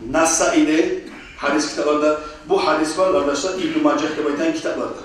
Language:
Kumyk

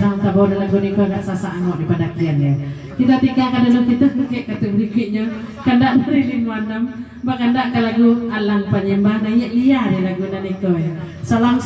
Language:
Minangkabau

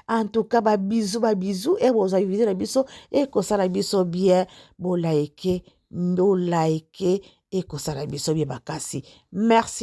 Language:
Lingala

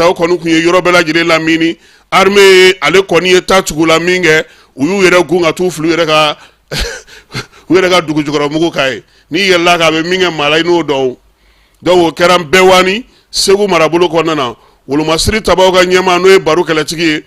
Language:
Bambara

